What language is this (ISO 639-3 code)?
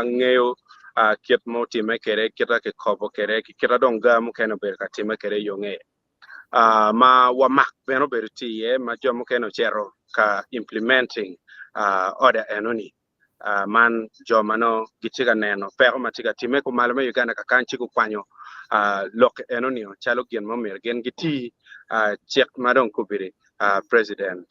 ach